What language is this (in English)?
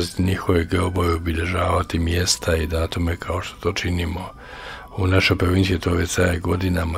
Croatian